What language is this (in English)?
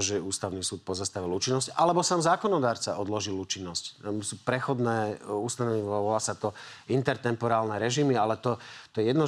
Slovak